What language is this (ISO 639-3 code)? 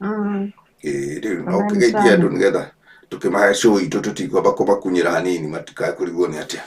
kik